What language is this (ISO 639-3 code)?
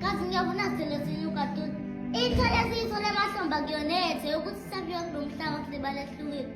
zul